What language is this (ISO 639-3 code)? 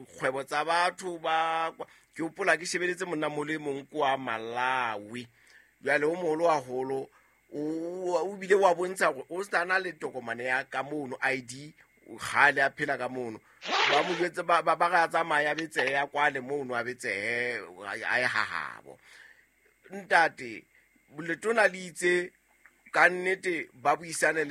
sot